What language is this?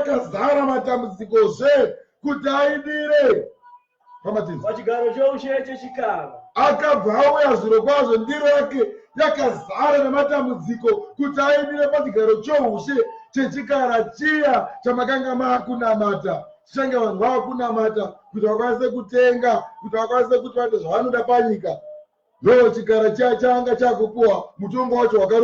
Shona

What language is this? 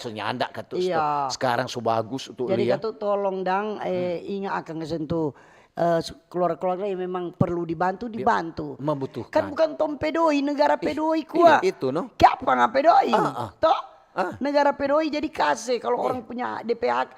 Manado Malay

